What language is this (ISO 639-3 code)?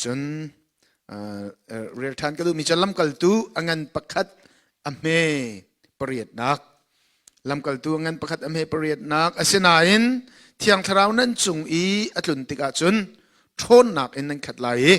cnh